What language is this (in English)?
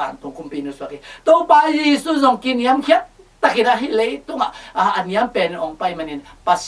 Tedim Chin